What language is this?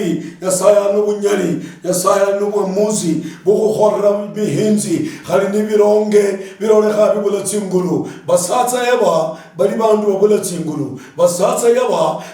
Luyia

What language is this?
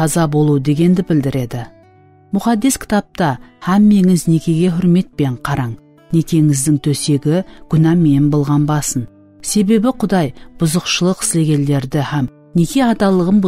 Kara-Kalpak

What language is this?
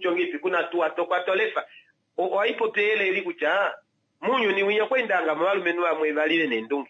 Kuanyama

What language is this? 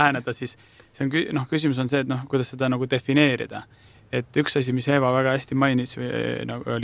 Estonian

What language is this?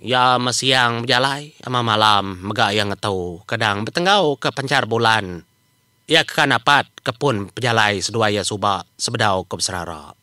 Iban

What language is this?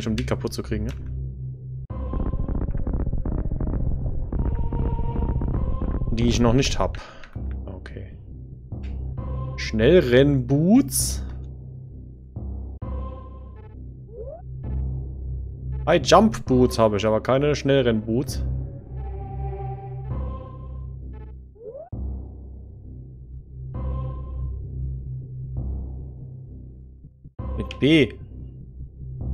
German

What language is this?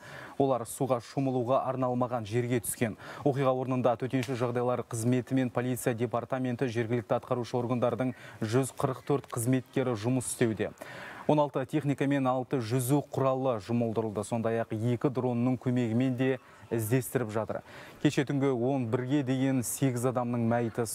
Kazakh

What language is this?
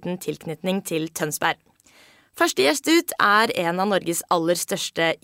Norwegian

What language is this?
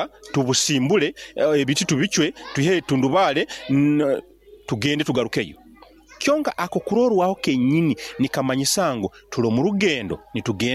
Nyoro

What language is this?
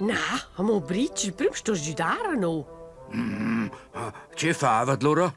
Romansh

